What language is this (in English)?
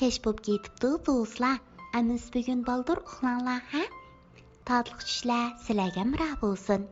Uyghur